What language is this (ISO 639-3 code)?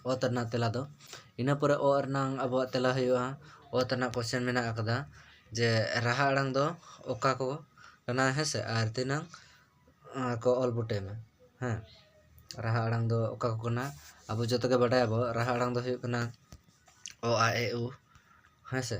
sat